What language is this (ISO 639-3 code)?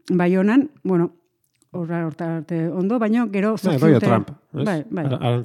eus